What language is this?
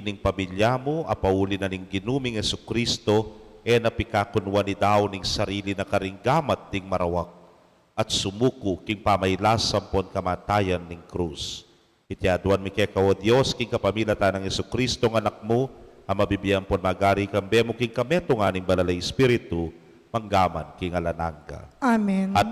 Pampanga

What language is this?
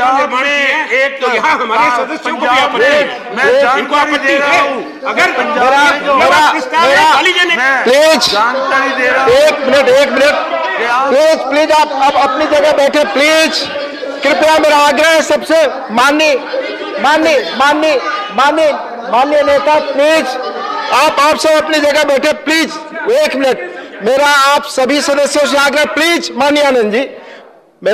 Hindi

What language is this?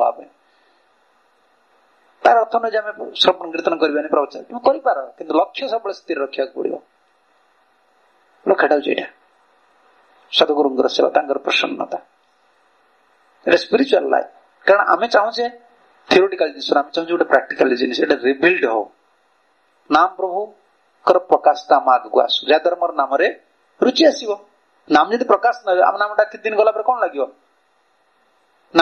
Odia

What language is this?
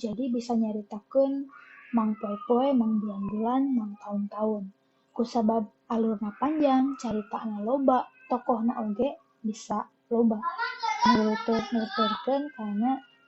Sundanese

